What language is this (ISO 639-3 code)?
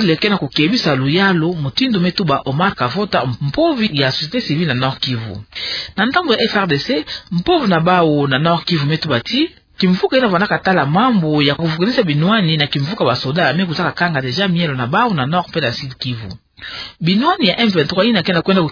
ktu